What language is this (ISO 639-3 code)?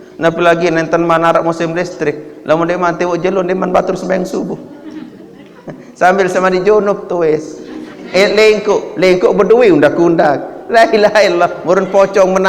sas